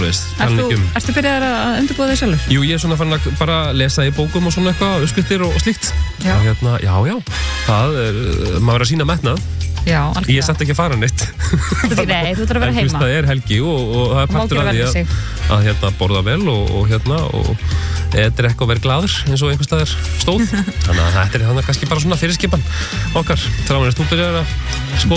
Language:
Icelandic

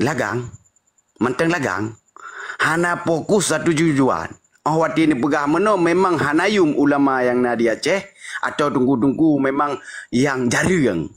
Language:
Achinese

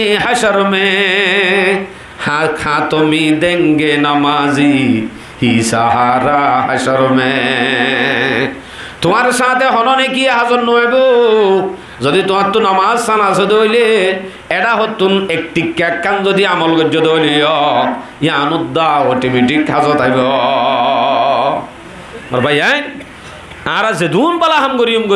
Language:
Rohingya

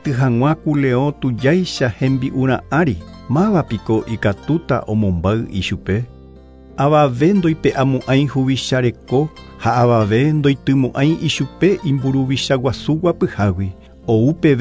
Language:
Guarani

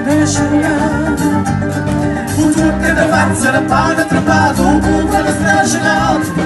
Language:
Italian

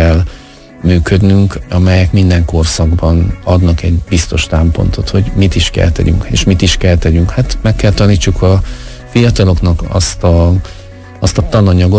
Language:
Hungarian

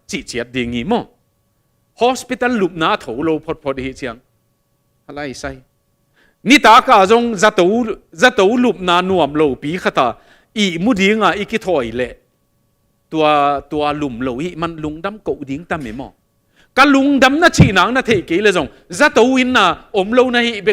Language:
Tedim Chin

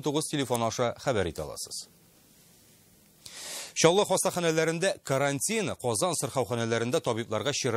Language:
Tatar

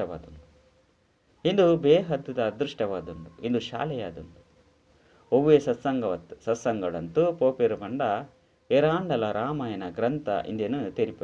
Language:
Tulu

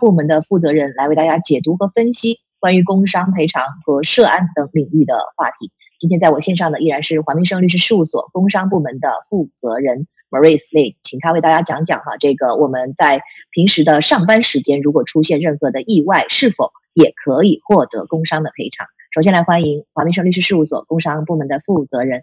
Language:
Chinese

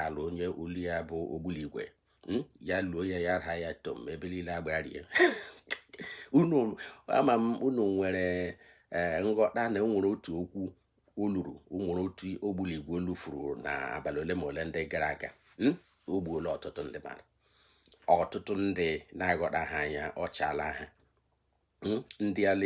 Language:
Igbo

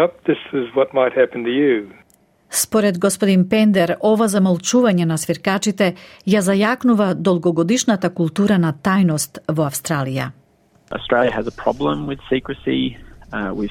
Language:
Macedonian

